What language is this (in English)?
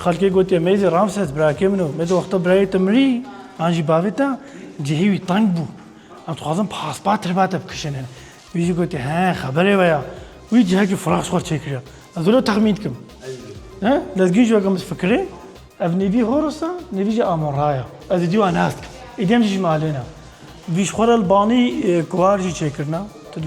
Kurdish